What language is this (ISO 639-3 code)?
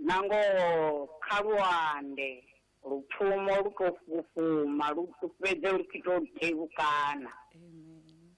ven